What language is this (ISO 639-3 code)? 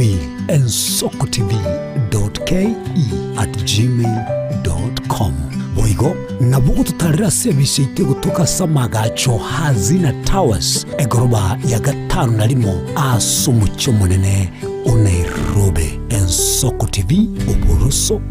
guz